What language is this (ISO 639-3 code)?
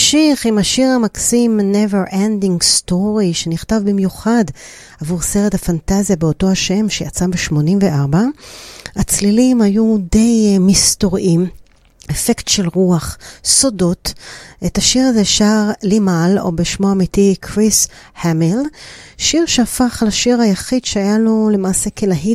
heb